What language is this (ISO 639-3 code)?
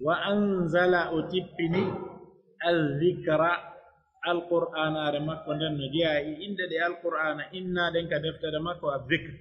fuf